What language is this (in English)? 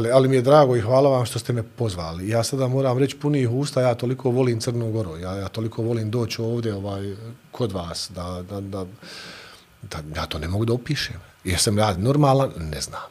Bosnian